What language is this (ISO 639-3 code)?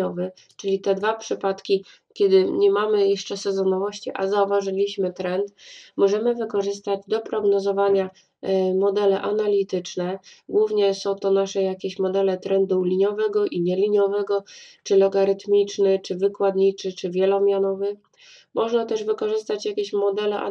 pol